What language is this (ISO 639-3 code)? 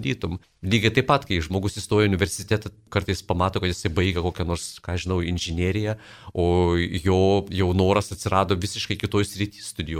lit